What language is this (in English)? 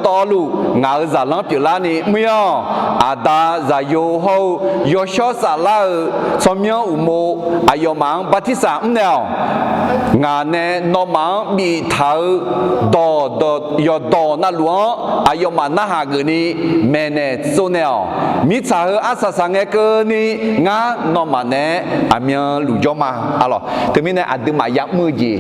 Akha